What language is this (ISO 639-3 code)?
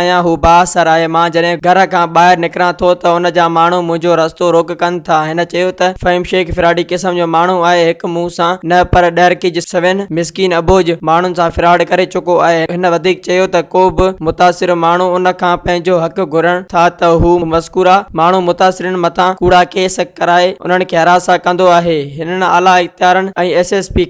snd